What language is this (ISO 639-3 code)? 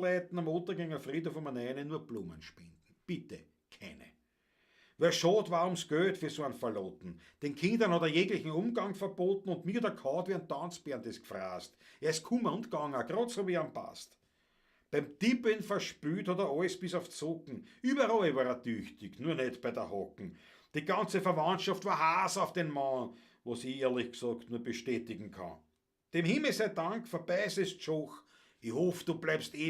bar